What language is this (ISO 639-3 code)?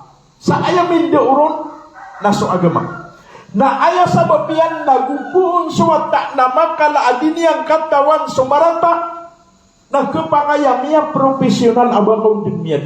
mrw